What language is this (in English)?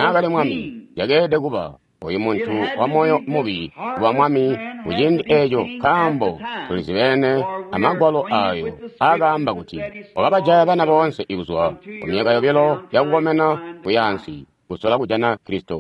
Tonga (Zambia)